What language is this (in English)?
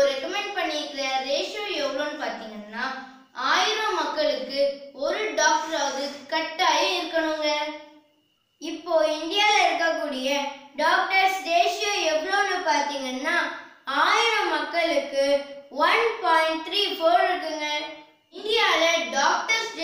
Tamil